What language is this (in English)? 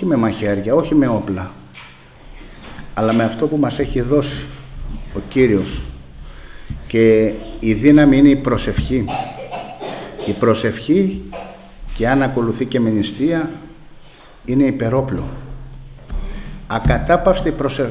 Greek